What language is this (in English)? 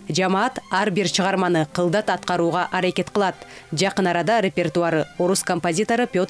Kyrgyz